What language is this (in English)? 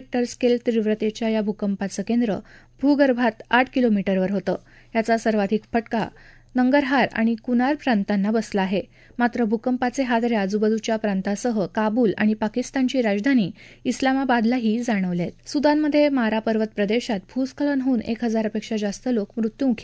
Marathi